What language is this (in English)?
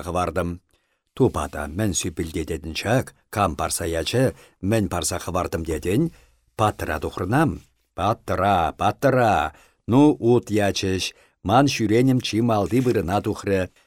Chuvash